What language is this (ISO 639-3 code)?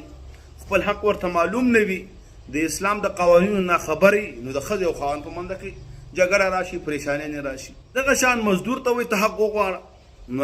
pus